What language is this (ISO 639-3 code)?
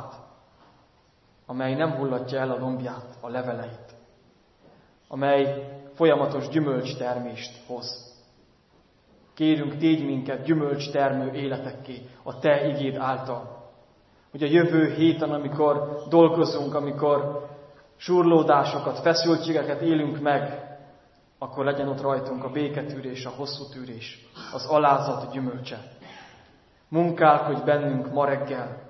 hun